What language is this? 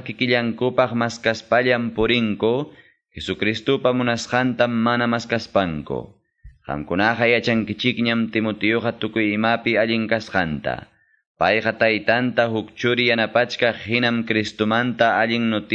Quechua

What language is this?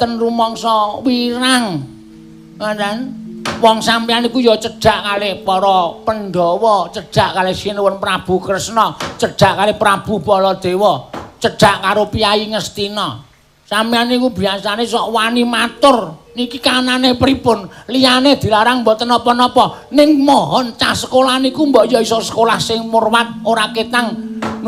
Javanese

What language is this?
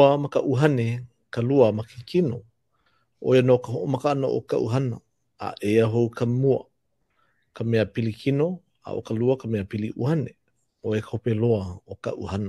Hawaiian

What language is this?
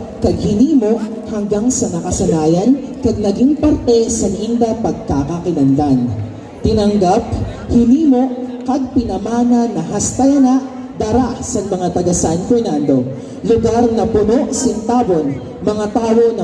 Masbatenyo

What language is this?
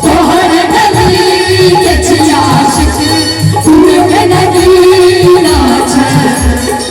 Maithili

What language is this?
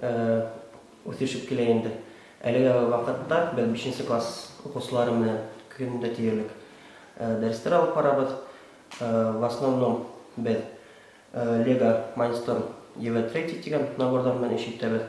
Bashkir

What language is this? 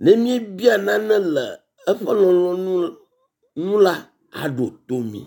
Ewe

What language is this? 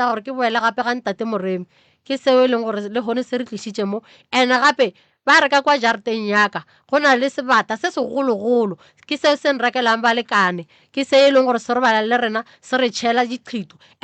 Northern Sotho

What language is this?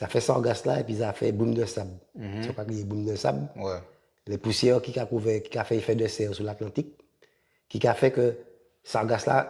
Guadeloupean Creole French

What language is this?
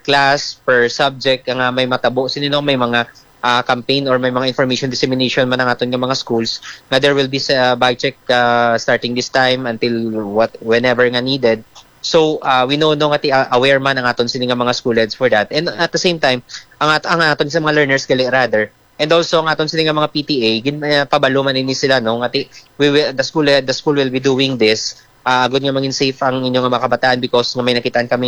Hiligaynon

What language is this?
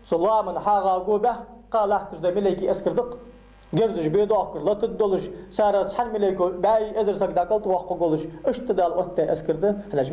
Ingush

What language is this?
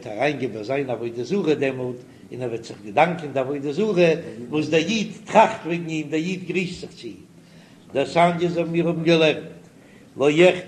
Yiddish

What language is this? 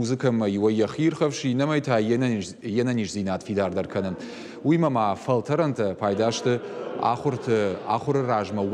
Ossetic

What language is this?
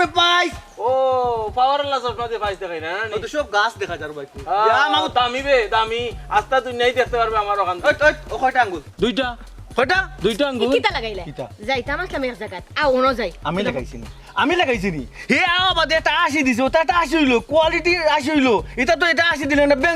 Sylheti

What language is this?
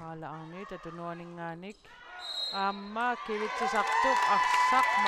Kalaallisut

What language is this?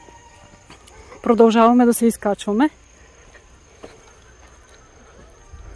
Bulgarian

